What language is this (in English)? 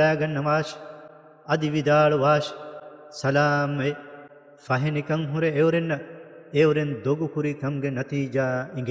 Divehi